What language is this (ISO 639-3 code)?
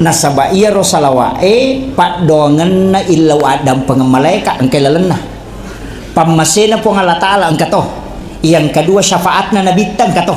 bug